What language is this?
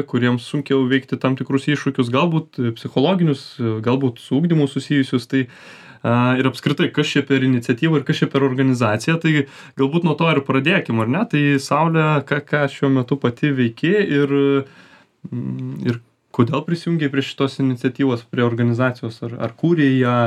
Lithuanian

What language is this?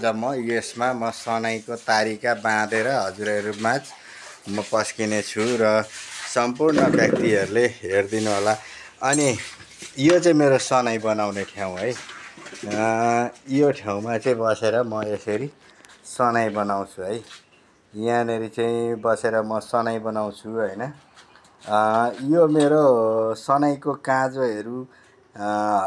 Nepali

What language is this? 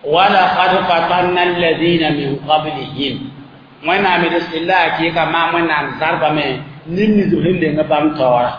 Mossi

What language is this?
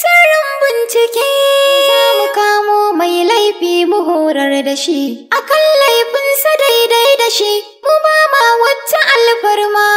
Hausa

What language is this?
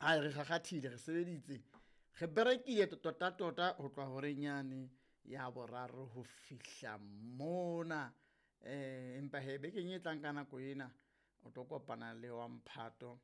Southern Sotho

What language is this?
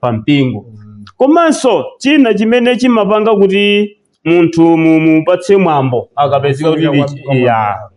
Nyanja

